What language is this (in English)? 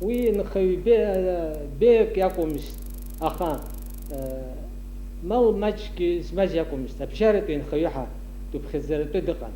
Abkhazian